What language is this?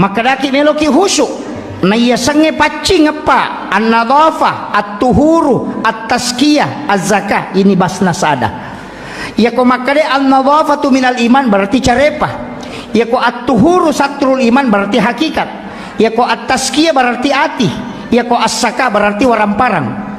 Buginese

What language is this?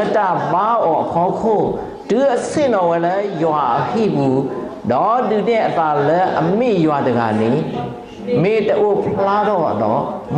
S'gaw Karen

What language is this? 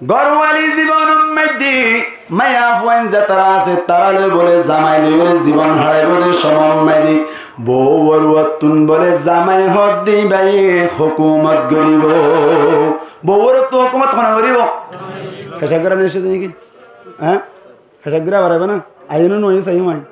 Rohingya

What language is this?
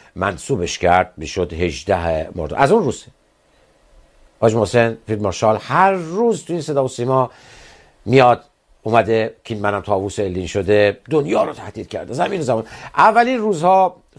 Persian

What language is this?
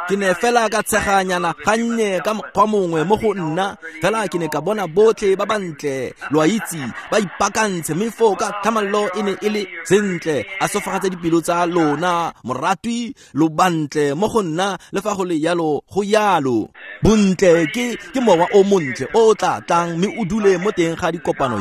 Tswana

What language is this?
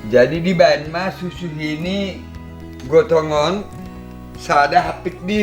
Batak Simalungun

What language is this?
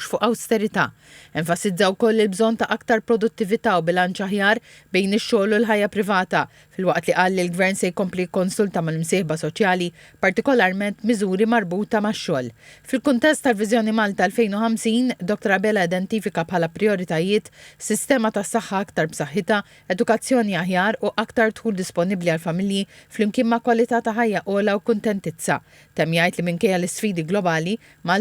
Maltese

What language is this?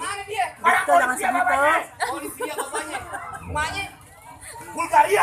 Betawi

